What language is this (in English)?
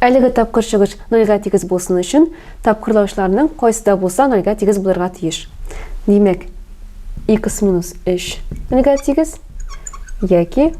Tatar